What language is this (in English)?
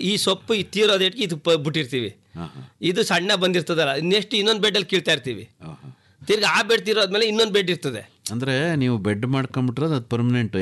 Kannada